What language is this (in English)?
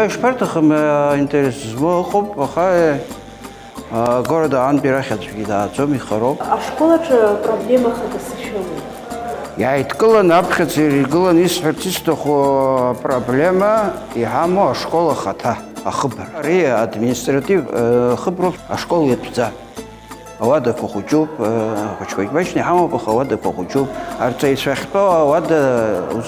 Abkhazian